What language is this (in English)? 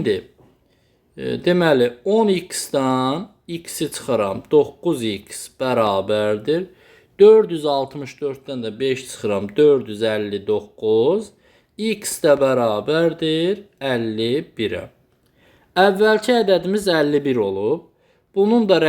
Azerbaijani